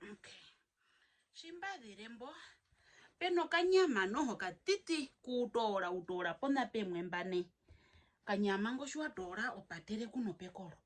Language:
Herero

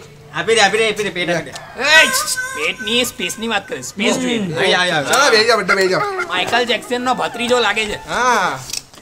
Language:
Gujarati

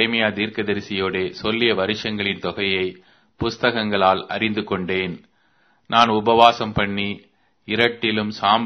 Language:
Tamil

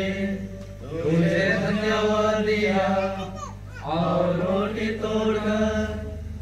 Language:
Sadri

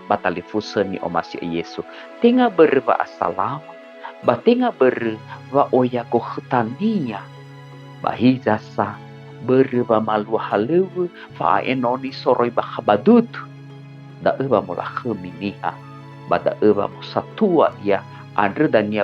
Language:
Nias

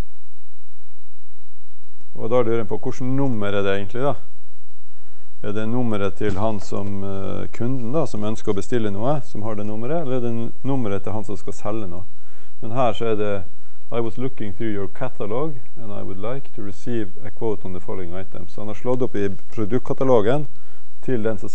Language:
Norwegian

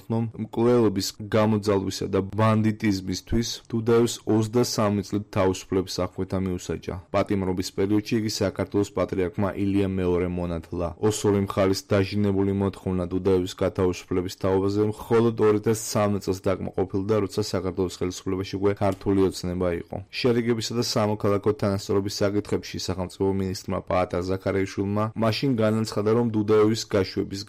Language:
Georgian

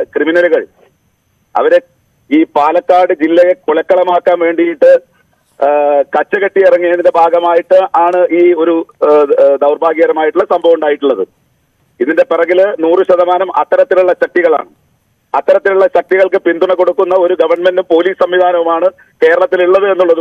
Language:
Malayalam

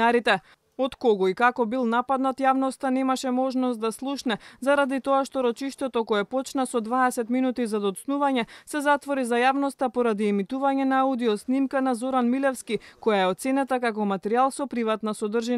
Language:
Macedonian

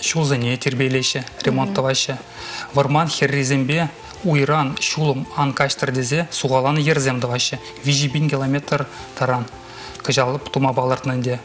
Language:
Chuvash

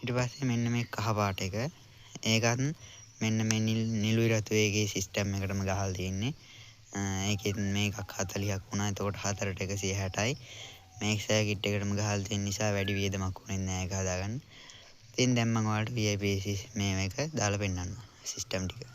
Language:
Sinhala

